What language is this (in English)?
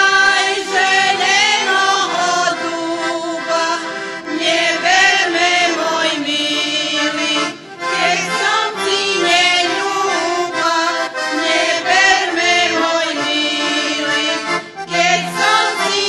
Rusyn